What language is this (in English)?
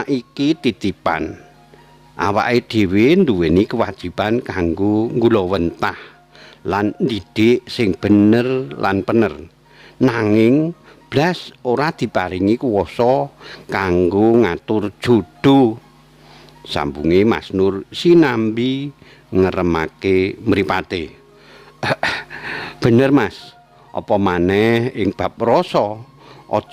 Javanese